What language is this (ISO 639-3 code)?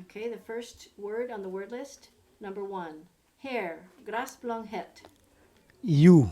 kms